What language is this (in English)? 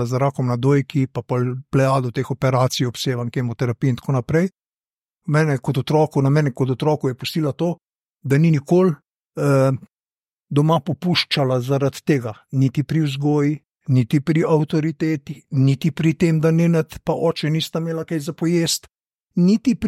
Slovenian